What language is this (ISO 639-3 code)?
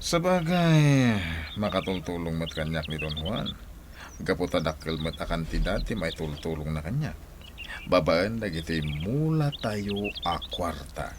ilo